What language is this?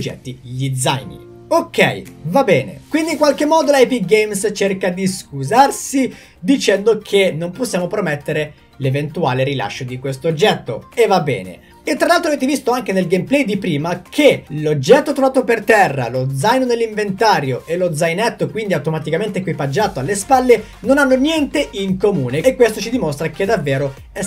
Italian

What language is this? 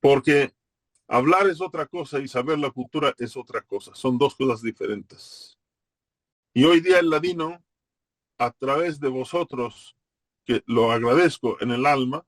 Ladino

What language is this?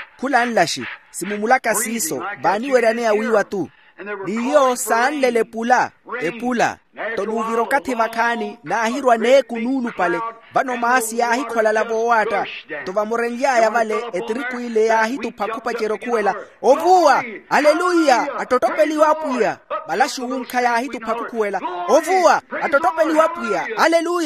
Makhuwa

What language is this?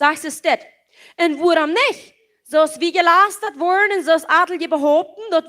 Plautdietsch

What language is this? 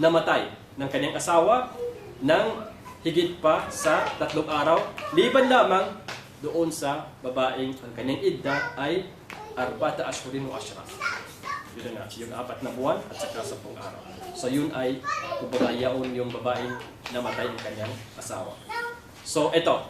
Maranao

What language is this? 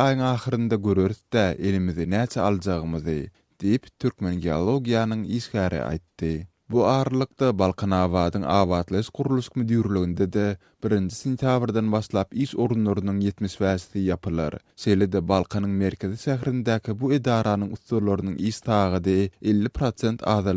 Turkmen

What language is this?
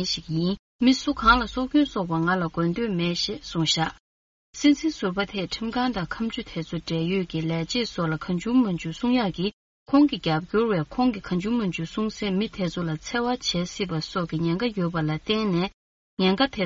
Tibetan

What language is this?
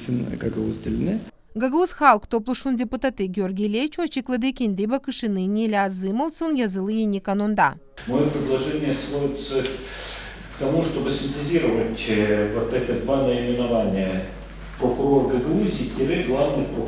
Gagauz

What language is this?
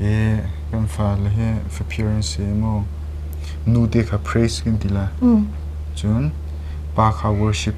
Hakha Chin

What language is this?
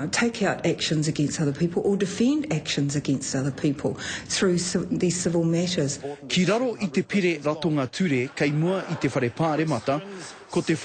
Māori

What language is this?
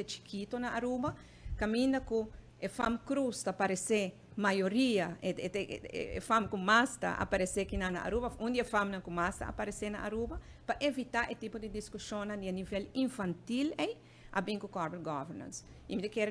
Papiamento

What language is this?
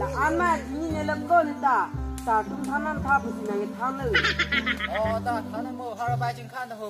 Karbi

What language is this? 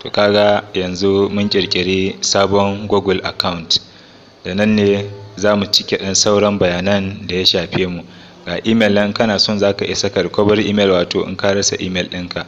Hausa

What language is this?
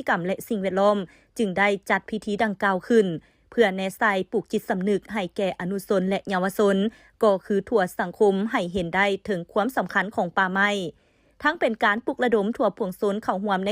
Lao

